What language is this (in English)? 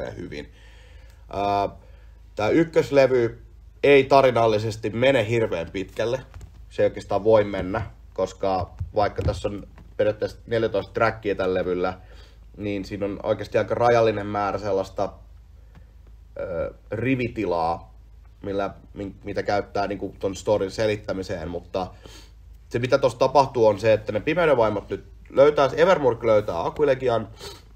Finnish